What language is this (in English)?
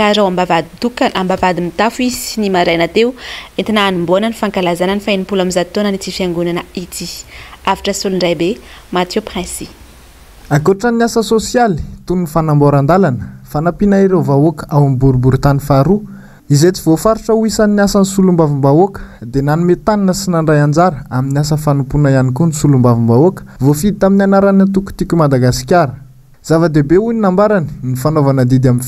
Malagasy